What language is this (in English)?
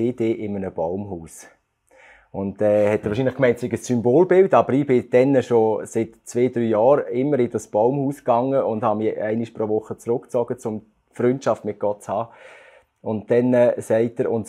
Swiss German